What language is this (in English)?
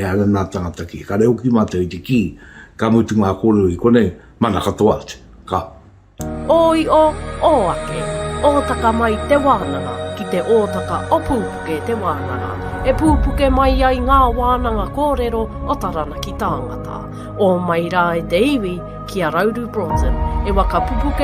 Māori